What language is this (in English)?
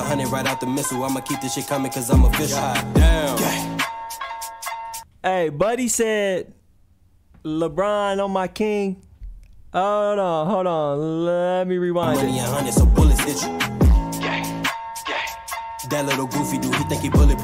English